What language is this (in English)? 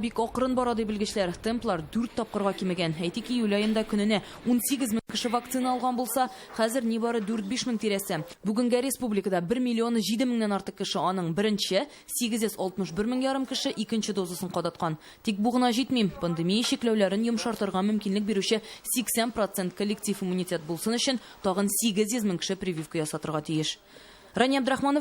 Tatar